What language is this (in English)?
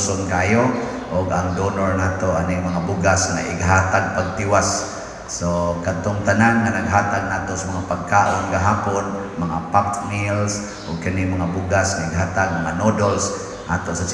Cebuano